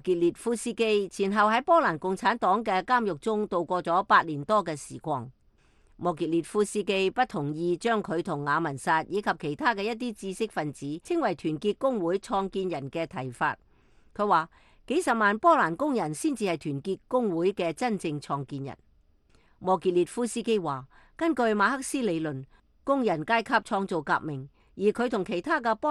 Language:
Cantonese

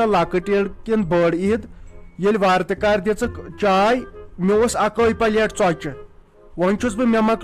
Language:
Kashmiri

